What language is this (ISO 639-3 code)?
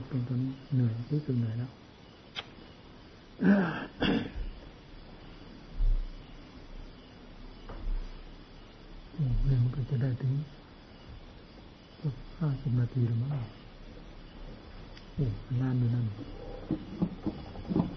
tha